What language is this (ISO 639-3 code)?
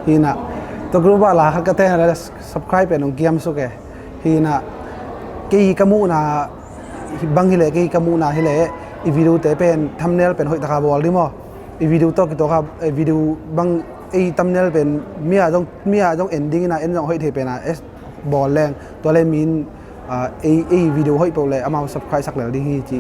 ctd